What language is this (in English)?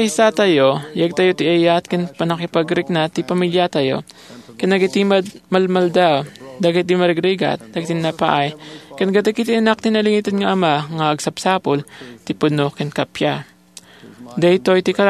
Iloko